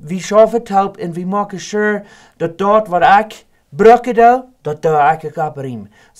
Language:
Plautdietsch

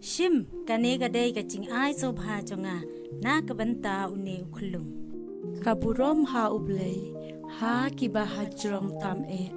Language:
Khasi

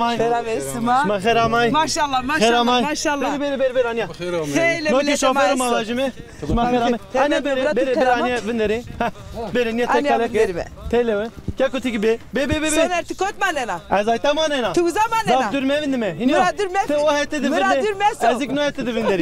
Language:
Zaza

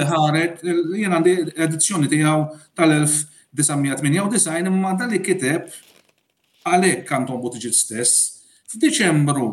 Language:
Maltese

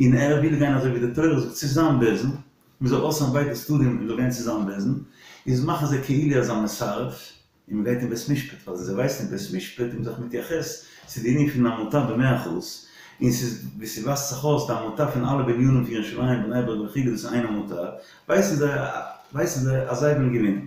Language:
Yiddish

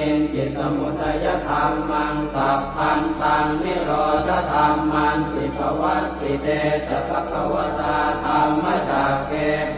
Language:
Pali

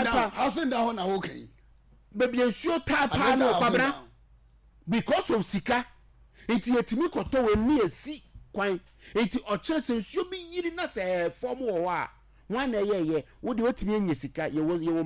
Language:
Akan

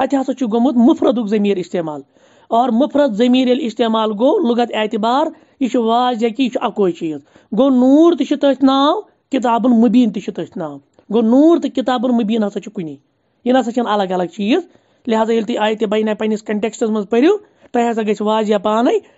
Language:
Kashmiri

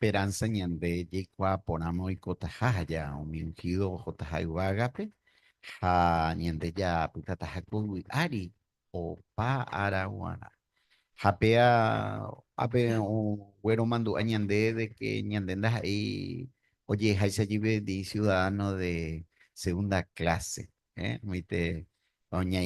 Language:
Guarani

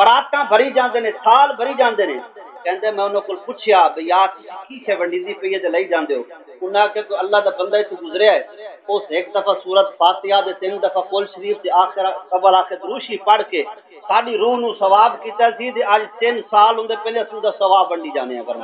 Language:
Saraiki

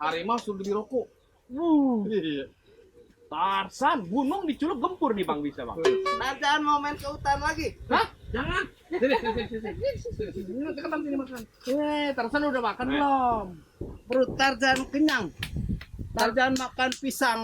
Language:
Betawi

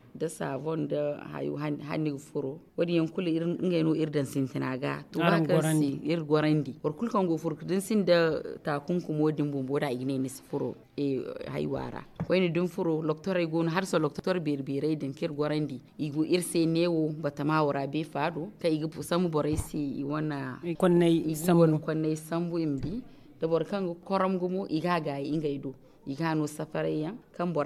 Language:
Zarma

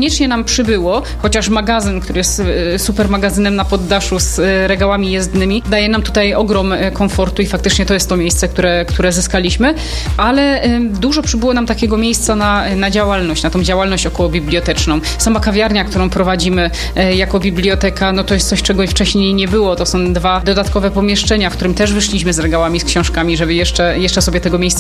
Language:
Polish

